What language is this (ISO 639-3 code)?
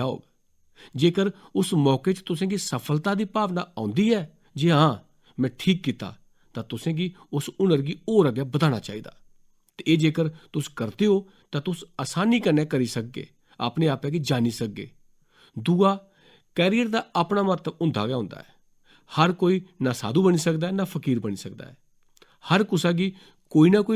doi